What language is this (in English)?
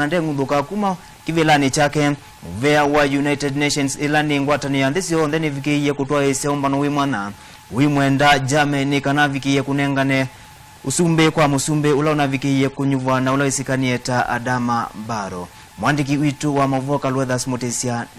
Kamba